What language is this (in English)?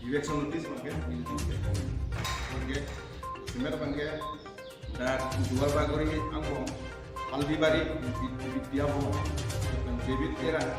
Karbi